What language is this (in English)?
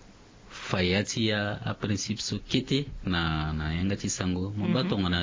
Sango